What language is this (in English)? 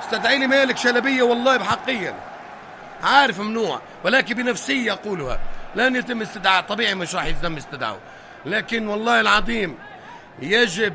North Levantine Arabic